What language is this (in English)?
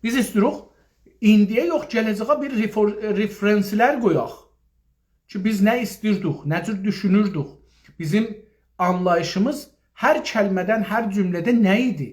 South Azerbaijani